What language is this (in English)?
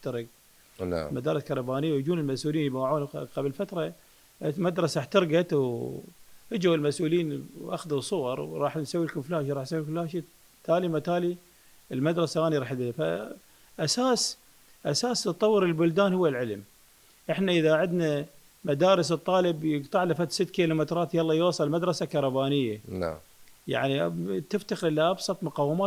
Mesopotamian Arabic